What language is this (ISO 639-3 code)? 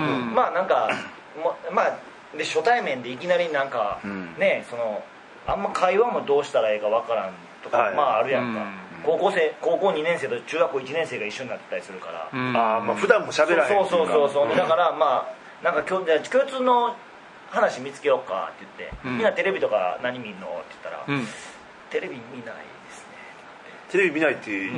jpn